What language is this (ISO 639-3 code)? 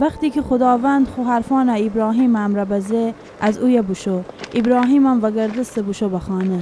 glk